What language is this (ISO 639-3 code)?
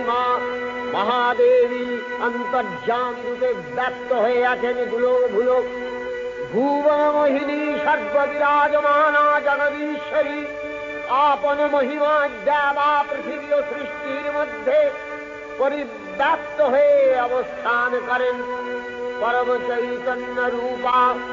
ben